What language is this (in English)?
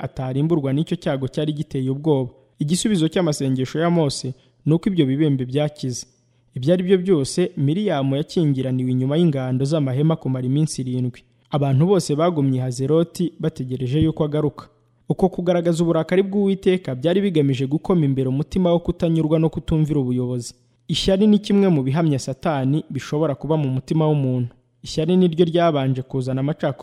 Kinyarwanda